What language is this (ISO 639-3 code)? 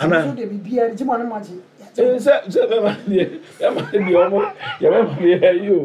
aka